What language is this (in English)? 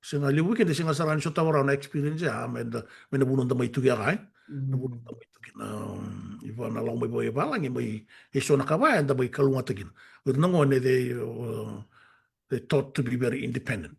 Fijian